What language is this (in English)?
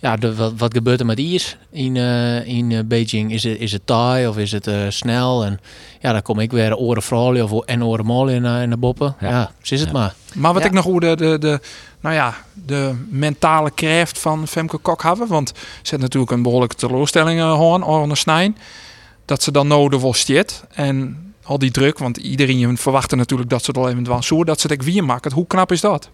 Western Frisian